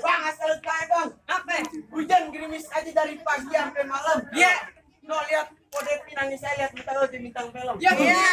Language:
Betawi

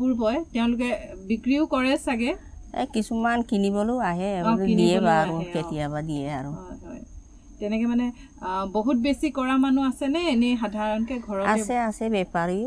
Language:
Assamese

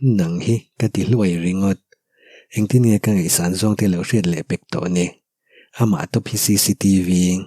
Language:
Mizo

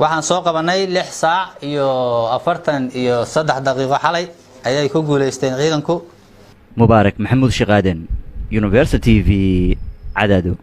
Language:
Somali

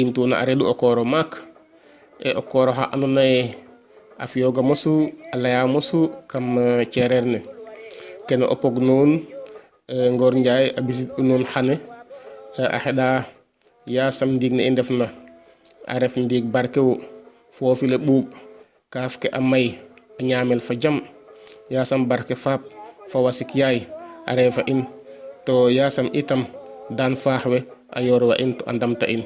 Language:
Serer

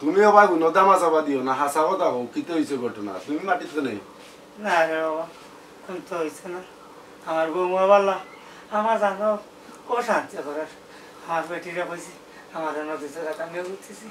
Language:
Sylheti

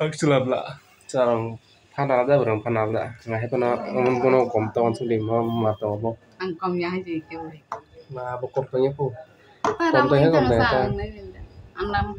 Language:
Kok Borok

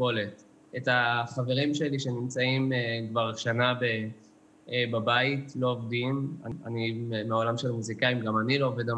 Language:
Hebrew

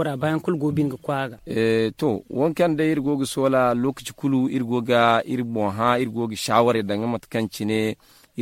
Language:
Zarma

